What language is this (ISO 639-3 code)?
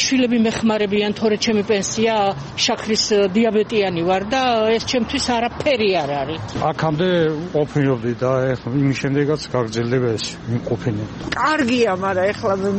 kat